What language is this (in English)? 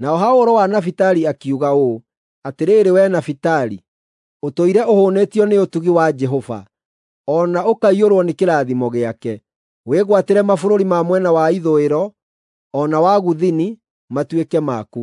Kikuyu